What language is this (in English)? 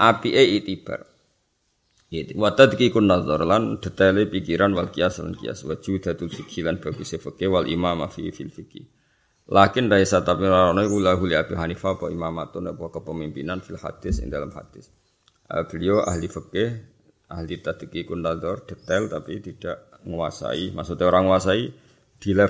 Javanese